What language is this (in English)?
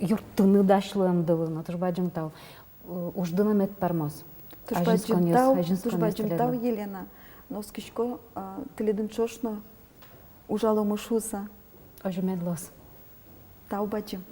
Udmurt